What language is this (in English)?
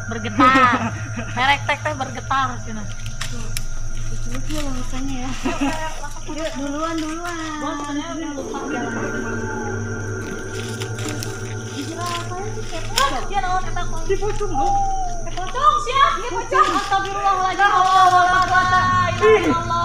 Indonesian